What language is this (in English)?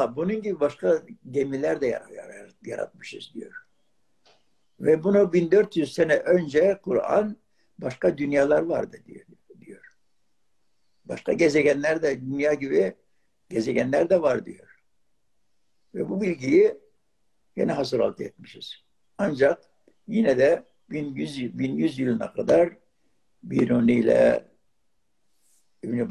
Turkish